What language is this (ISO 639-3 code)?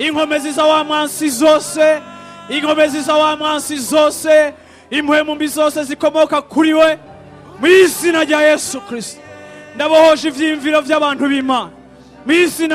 run